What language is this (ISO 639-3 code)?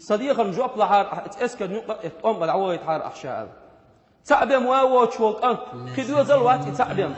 che